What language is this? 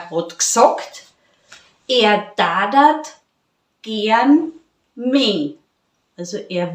Bavarian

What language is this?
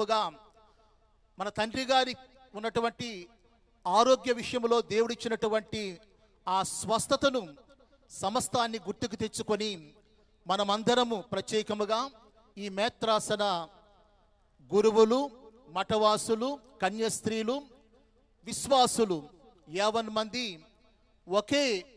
Telugu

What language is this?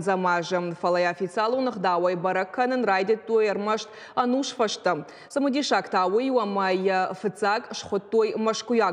Ossetic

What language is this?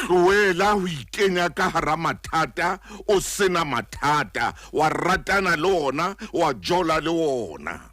Southern Sotho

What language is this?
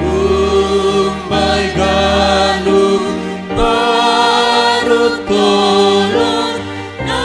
Batak Simalungun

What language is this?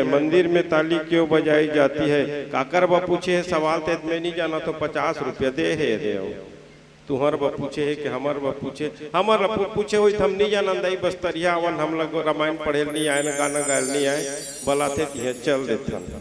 Chhattisgarhi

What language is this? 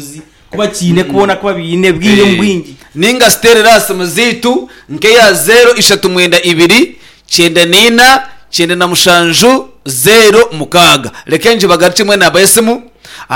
Nyankole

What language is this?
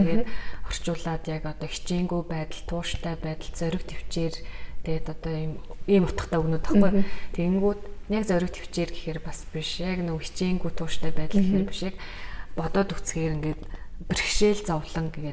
Mongolian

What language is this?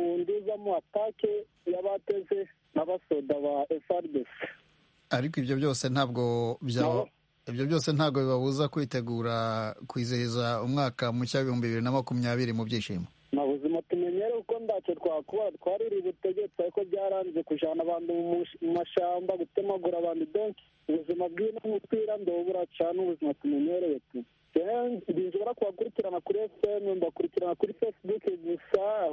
Kinyarwanda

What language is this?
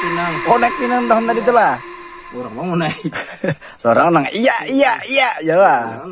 Banjar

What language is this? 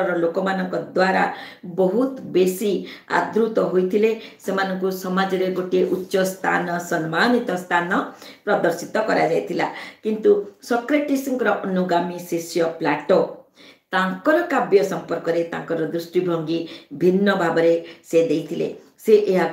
Odia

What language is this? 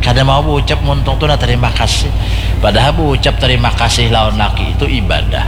Banjar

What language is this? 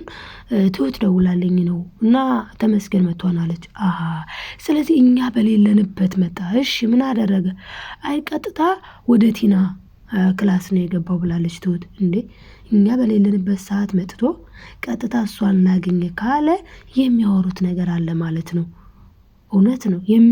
Amharic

